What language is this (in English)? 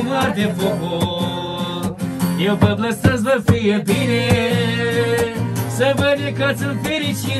Romanian